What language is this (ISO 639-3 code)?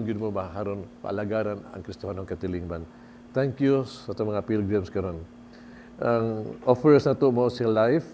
ceb